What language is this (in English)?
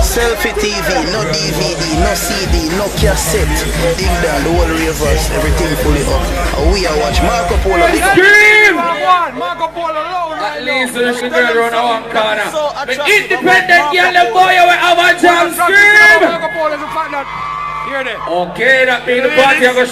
Jamaican Creole English